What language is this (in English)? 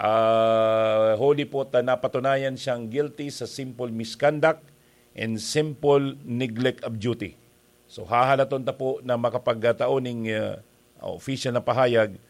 Bikol